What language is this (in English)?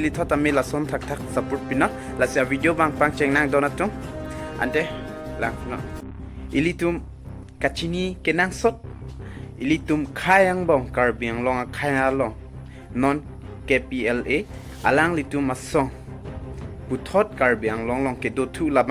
Karbi